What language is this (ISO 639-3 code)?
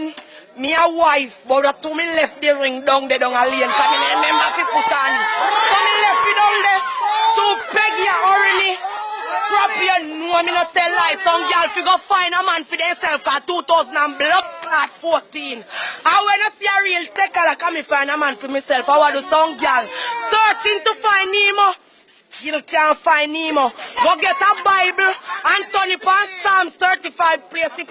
jam